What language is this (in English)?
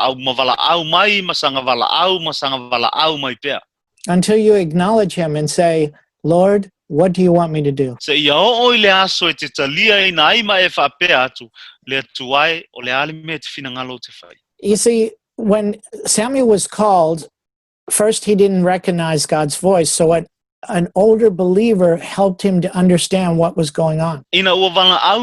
Samoan